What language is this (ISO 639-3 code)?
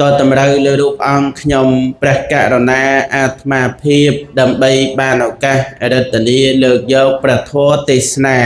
khm